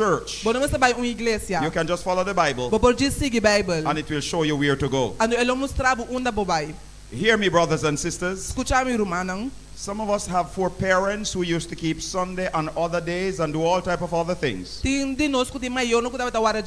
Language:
Papiamento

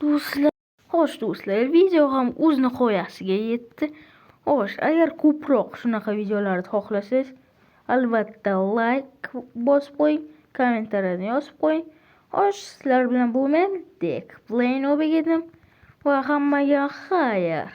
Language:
Uzbek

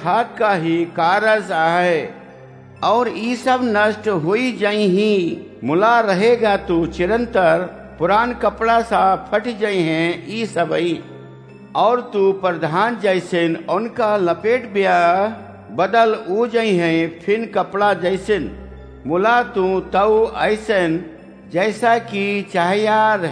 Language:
Awadhi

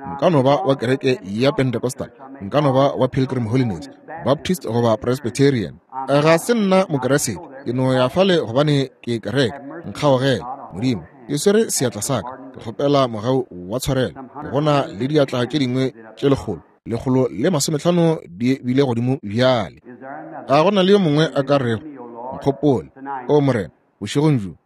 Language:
Northern Sotho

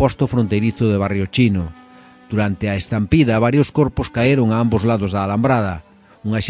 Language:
Galician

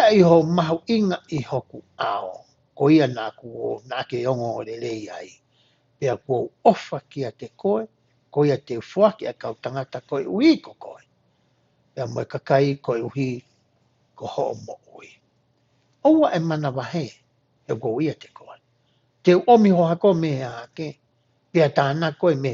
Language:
Tongan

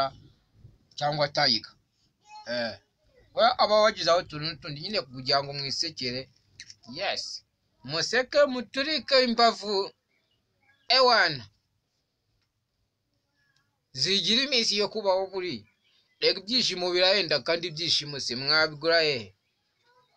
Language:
Kinyarwanda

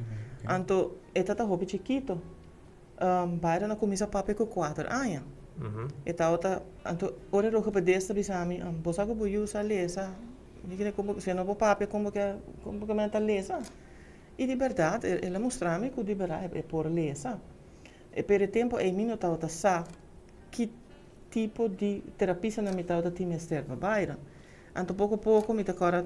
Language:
Papiamento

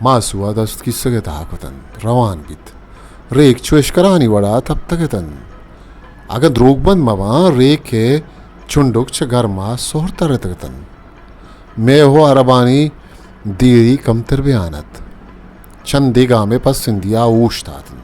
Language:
Eastern Balochi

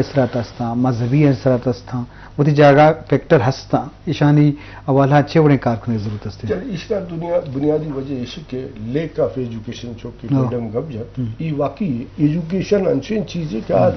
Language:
Eastern Balochi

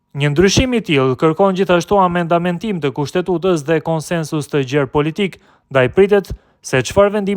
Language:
Albanian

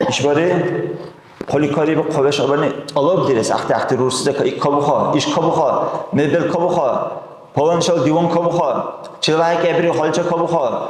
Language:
Dargwa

